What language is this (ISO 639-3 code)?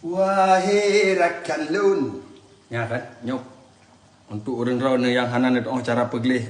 ace